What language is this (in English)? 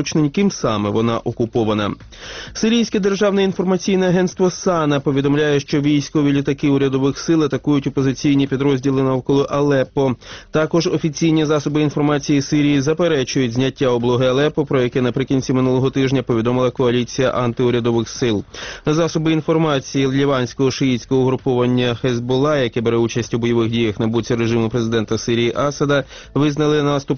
Ukrainian